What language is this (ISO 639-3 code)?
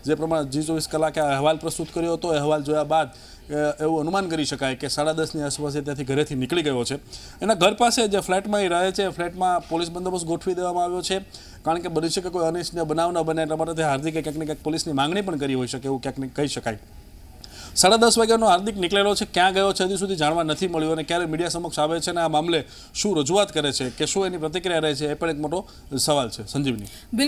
guj